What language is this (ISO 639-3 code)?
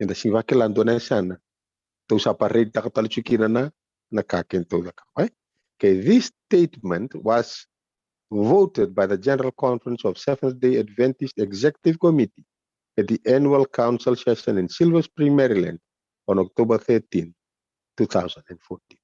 fij